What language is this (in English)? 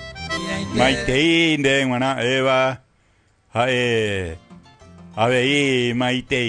Guarani